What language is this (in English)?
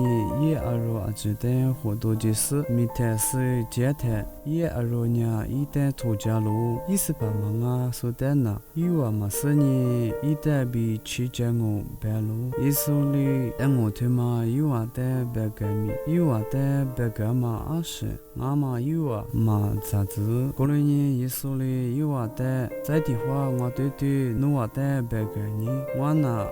Lisu